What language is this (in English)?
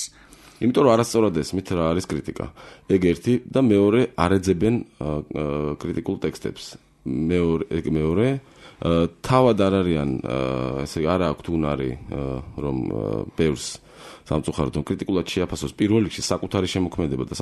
Georgian